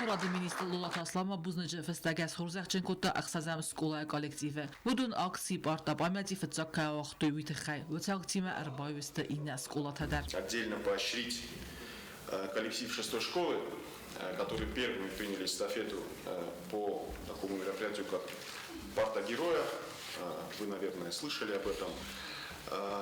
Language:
Ossetic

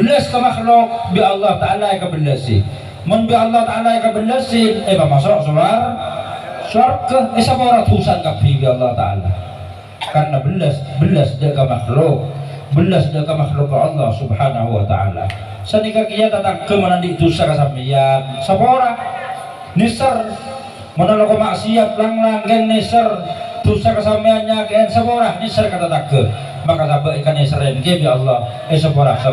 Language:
Madurese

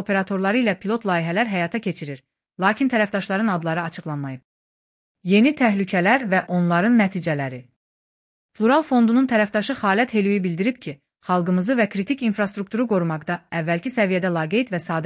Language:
Azerbaijani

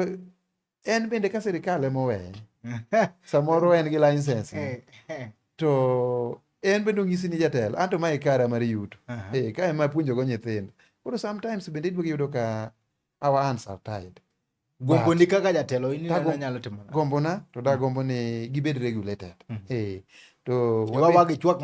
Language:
Luo (Kenya and Tanzania)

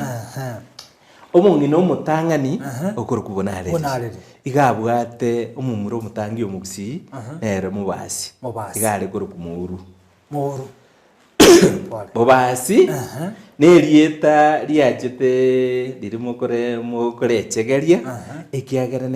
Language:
Gusii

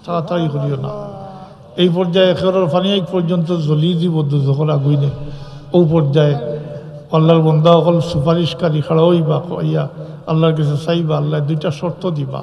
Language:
Sylheti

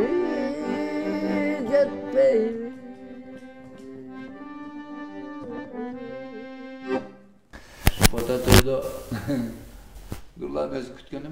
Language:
Kyrgyz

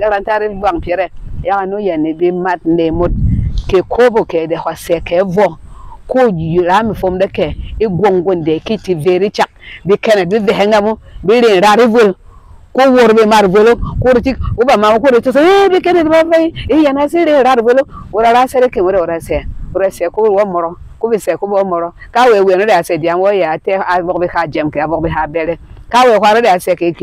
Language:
Berom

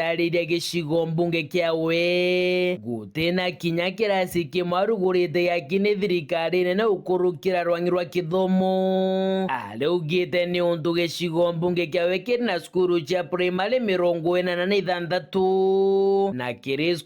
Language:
Meru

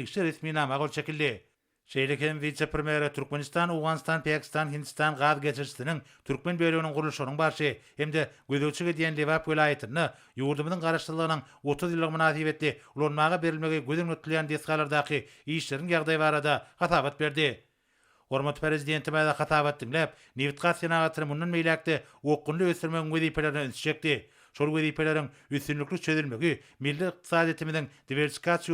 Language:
Turkmen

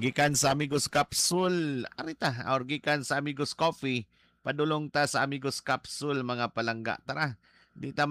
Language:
Cebuano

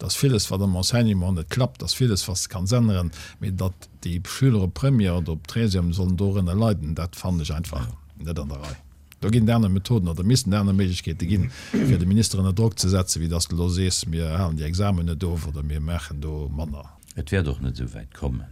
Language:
Luxembourgish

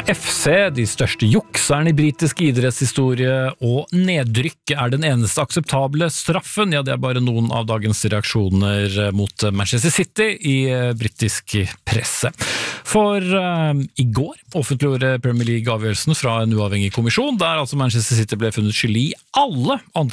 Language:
Norwegian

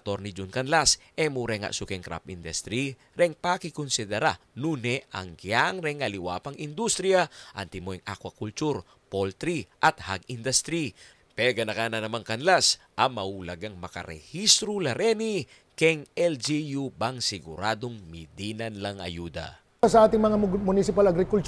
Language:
Pampanga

